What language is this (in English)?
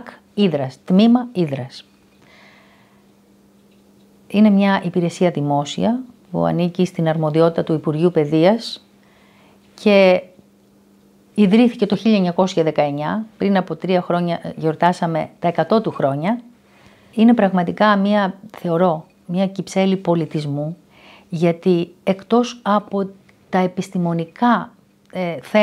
Greek